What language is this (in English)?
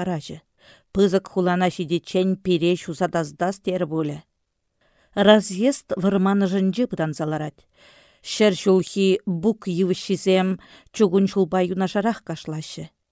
Chuvash